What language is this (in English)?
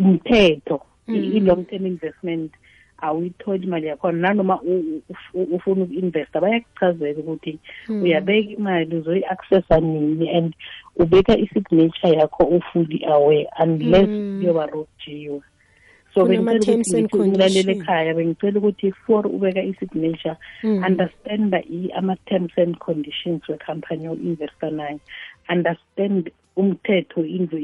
South Ndebele